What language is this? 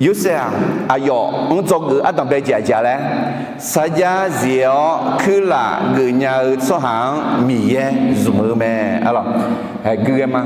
Akha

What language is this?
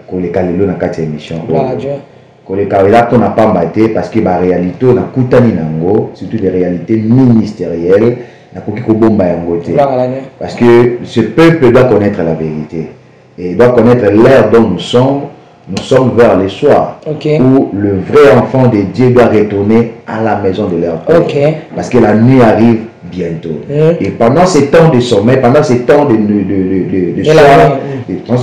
Lingala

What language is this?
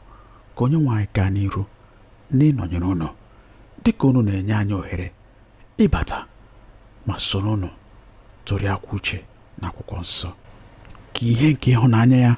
Igbo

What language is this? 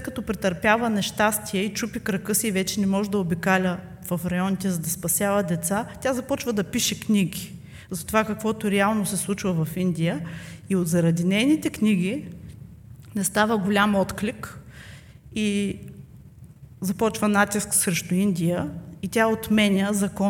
Bulgarian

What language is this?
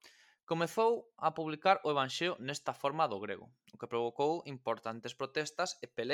Galician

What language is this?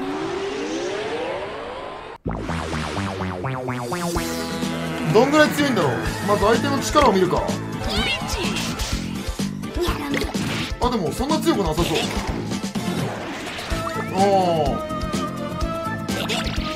Japanese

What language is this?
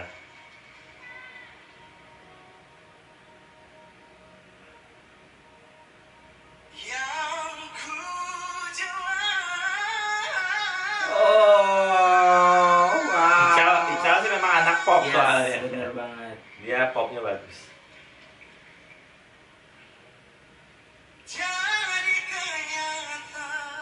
Indonesian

